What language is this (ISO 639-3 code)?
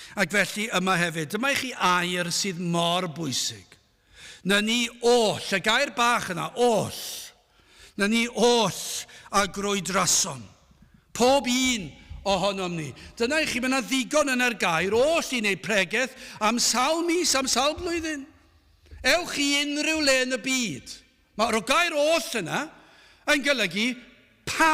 cym